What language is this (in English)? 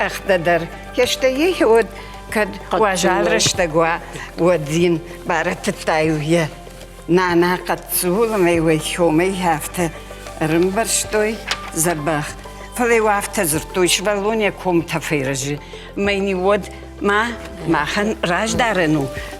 Ossetic